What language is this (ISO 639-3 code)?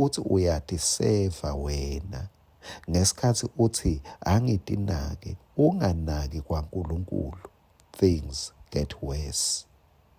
ssw